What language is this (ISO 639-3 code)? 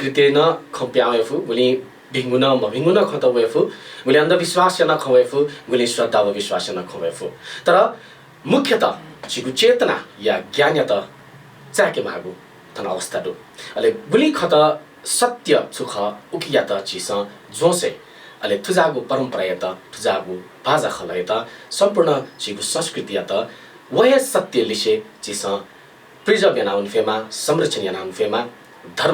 new